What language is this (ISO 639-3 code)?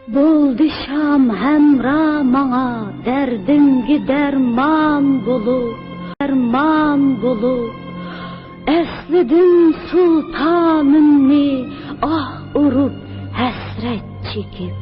uig